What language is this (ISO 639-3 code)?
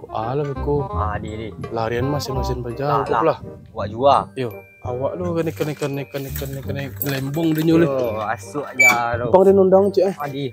min